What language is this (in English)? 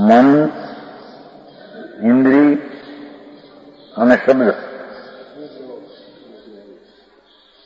Gujarati